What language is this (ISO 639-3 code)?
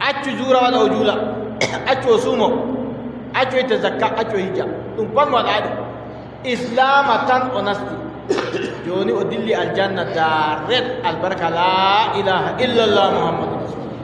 fub